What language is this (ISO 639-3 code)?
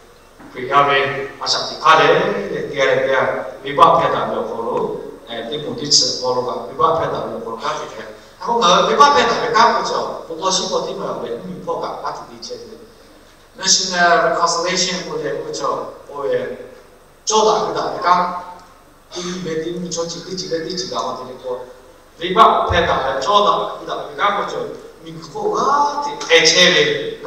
lhu